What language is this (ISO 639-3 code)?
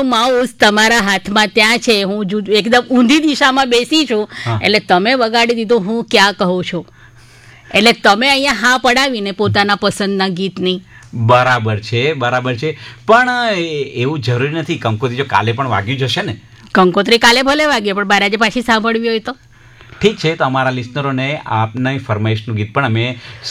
guj